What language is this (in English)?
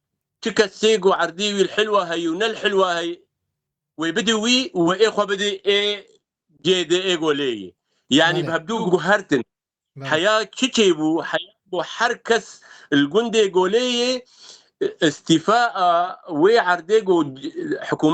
Kurdish